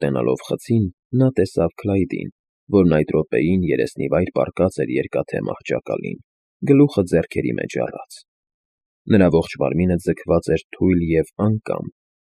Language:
Armenian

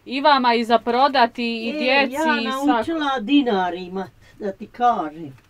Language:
Bosnian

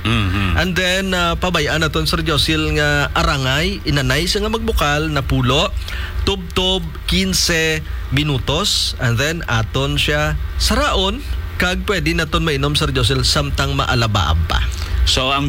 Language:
Hiligaynon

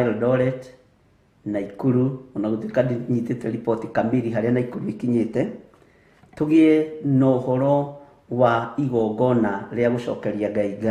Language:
Kikuyu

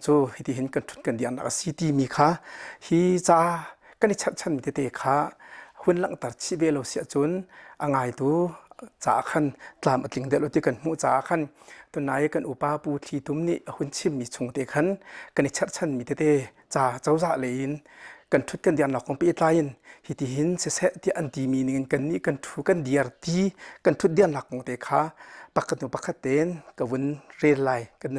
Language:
Hakha Chin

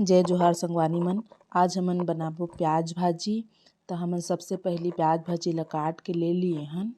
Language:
Chhattisgarhi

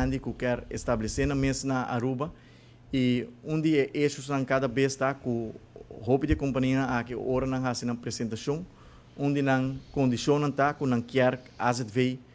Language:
Papiamento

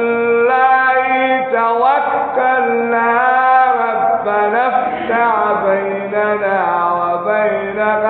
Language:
Adamawa Fulfulde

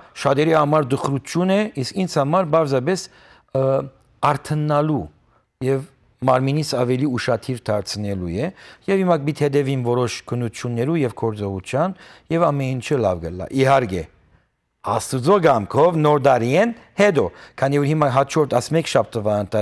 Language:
Western Armenian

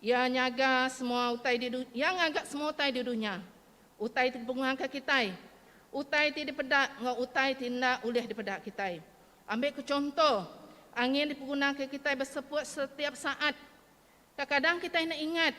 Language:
Iban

